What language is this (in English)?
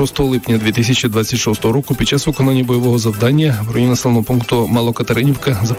Ukrainian